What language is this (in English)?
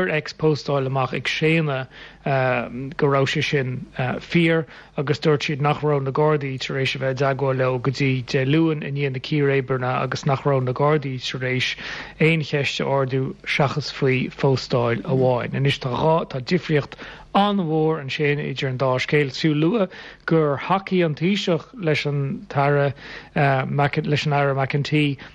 Irish